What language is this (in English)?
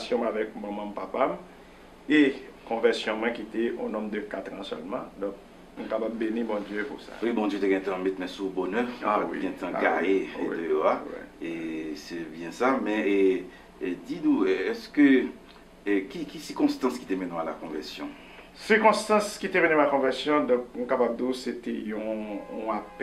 Haitian Creole